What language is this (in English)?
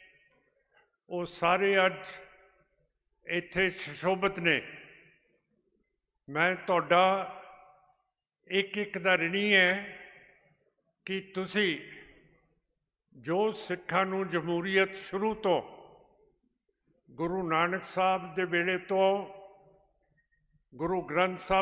Punjabi